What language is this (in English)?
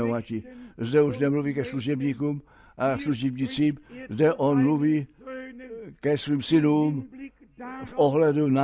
Czech